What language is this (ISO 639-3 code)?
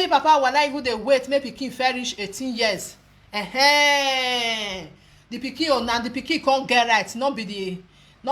pcm